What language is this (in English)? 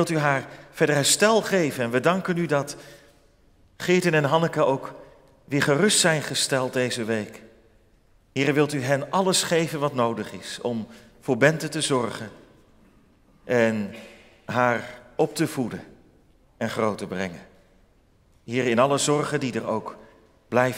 Dutch